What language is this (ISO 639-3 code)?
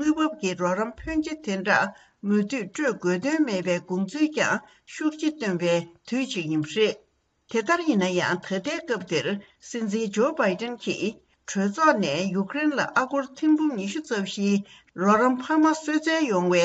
bod